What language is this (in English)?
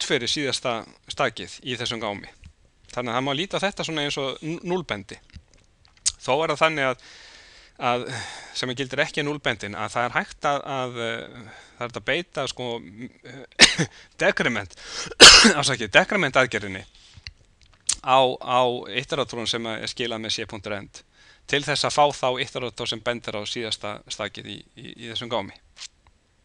Icelandic